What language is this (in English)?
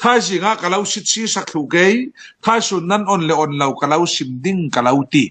Falam Chin